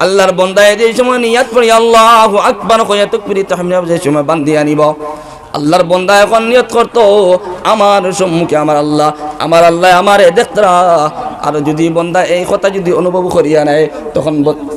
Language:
Sylheti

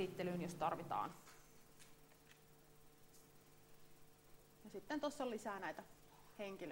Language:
Finnish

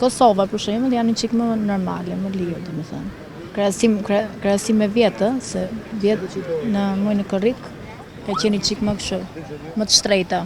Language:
Albanian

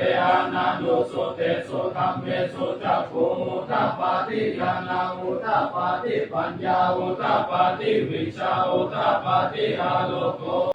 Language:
Pali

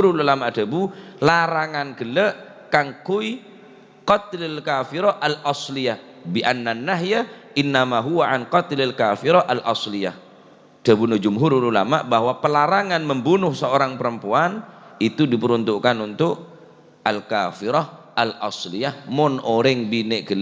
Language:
Madurese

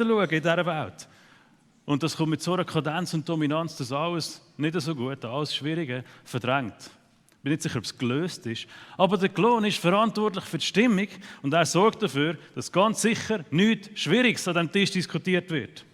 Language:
Swiss German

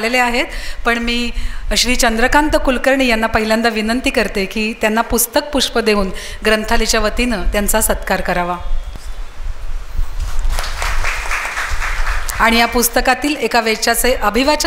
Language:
Marathi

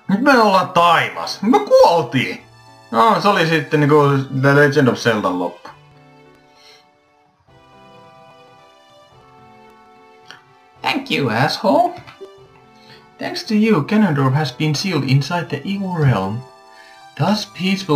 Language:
Finnish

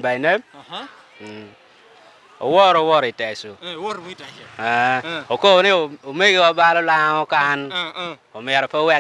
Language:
Lango (Uganda)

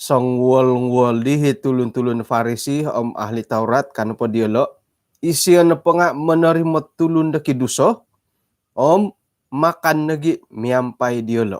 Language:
Central Dusun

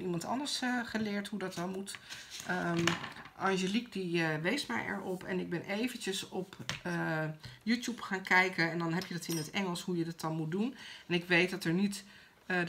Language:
Dutch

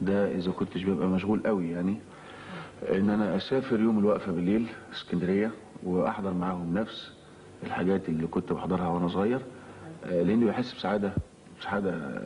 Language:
Egyptian Arabic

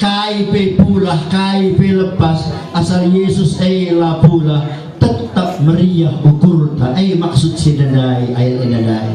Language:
Batak Karo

